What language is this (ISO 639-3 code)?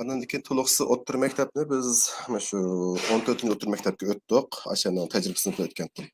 uig